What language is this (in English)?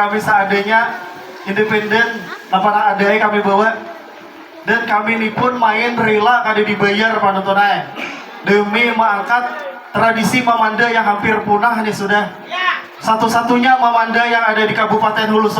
Banjar